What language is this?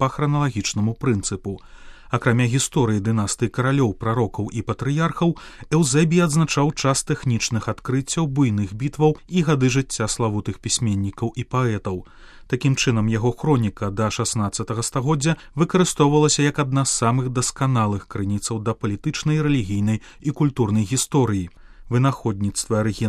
Belarusian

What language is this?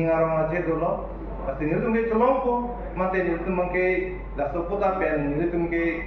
Karbi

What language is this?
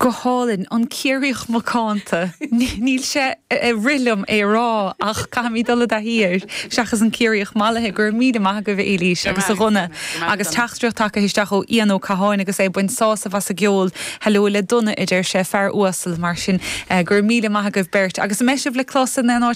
Irish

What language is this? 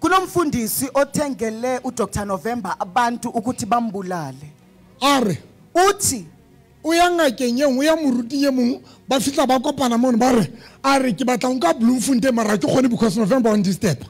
Southern Sotho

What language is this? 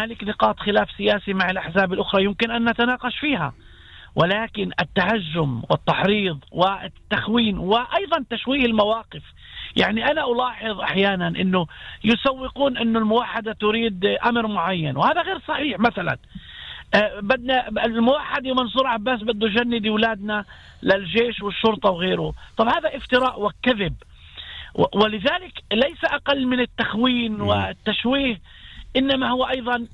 North Levantine Arabic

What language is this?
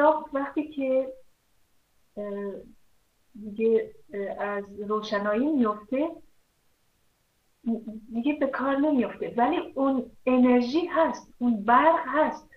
Persian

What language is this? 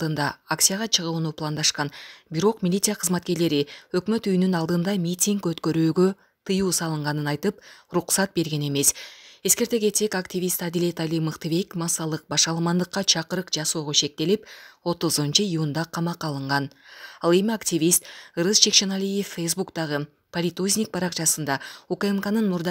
Kyrgyz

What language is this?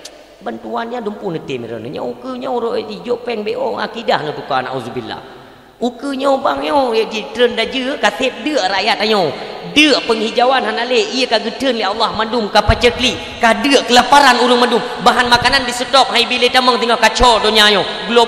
Achinese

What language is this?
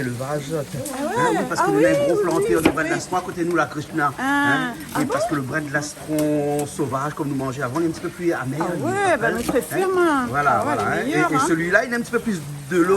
Réunion Creole French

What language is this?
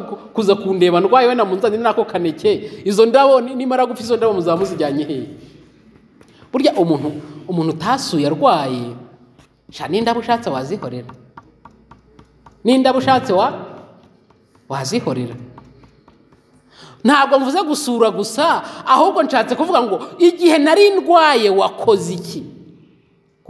Kinyarwanda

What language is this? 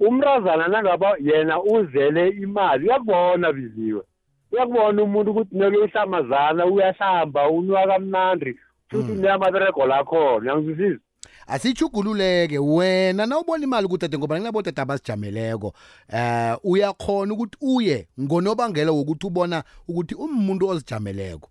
South Ndebele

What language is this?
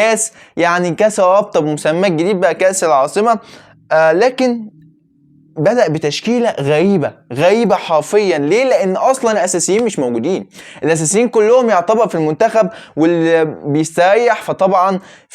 Egyptian Arabic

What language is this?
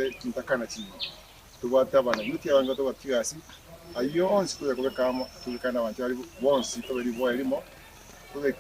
Gusii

